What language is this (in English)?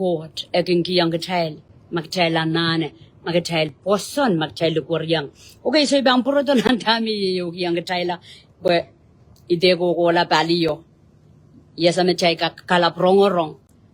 Pohnpeian